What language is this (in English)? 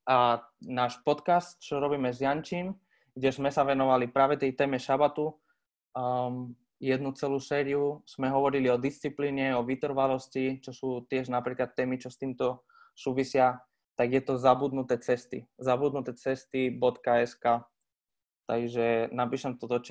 Slovak